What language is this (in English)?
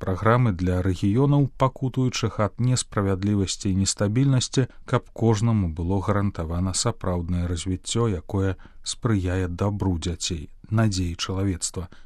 Belarusian